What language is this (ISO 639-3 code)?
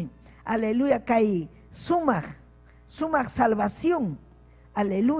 quy